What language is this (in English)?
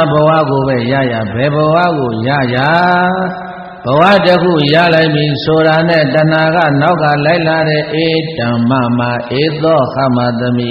Burmese